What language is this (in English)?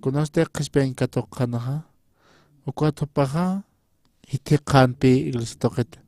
Aymara